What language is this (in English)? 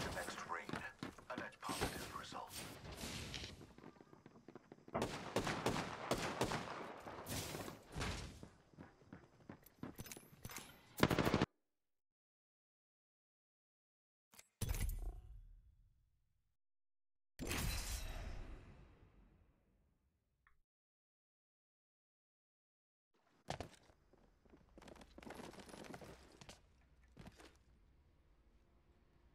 Croatian